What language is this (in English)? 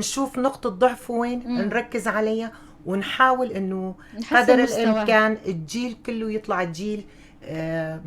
North Levantine Arabic